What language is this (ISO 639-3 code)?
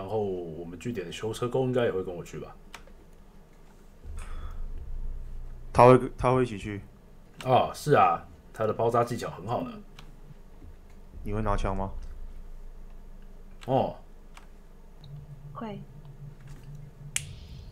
zho